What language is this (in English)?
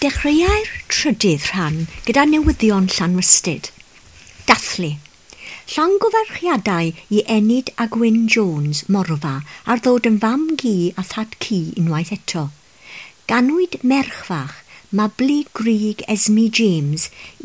Welsh